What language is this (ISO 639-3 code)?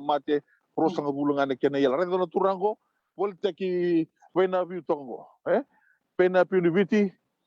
fij